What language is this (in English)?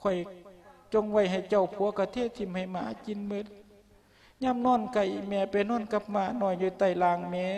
Lao